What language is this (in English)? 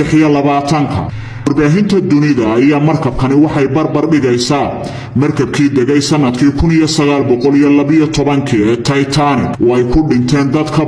Somali